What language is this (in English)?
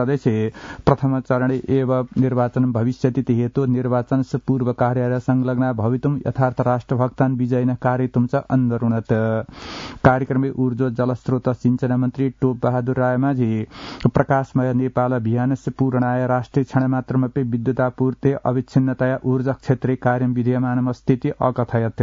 Sanskrit